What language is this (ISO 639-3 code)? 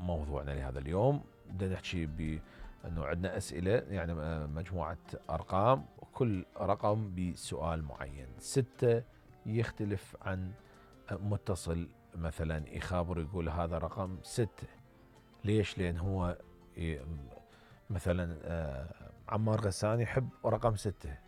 acm